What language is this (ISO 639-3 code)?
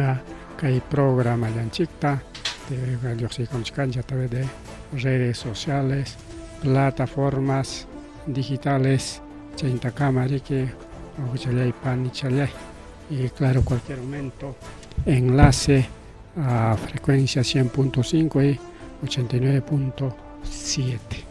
quy